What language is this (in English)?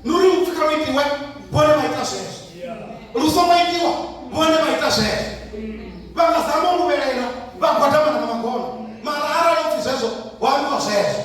Venda